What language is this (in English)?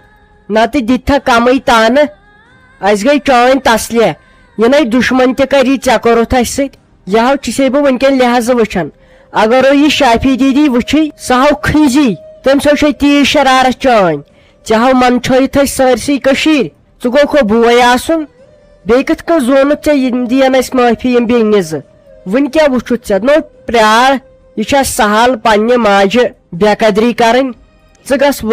Kashmiri